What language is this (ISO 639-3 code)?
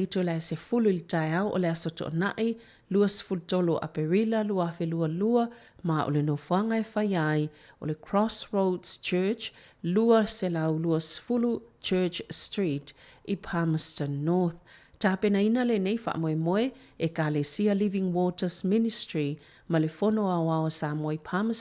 smo